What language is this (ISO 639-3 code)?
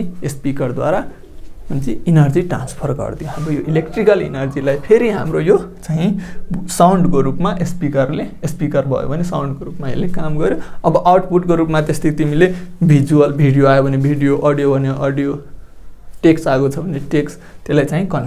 nep